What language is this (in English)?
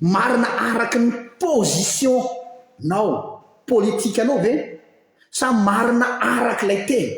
Malagasy